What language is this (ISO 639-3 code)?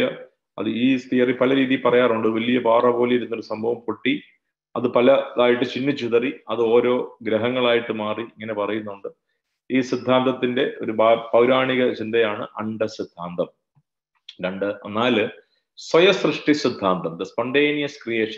mal